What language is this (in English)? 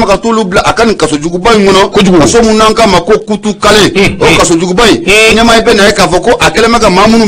Bambara